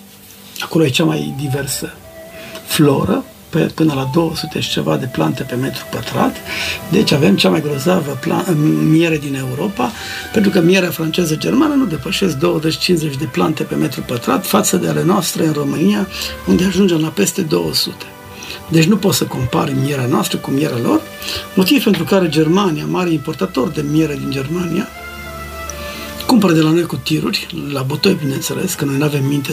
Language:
Romanian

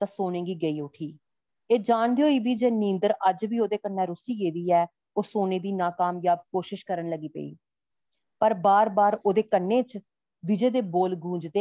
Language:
Dogri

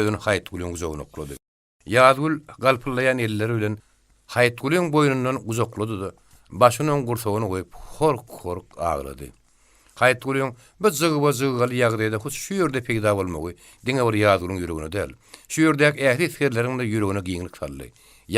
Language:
Turkmen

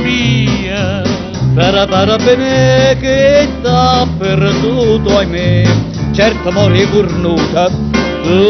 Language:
Neapolitan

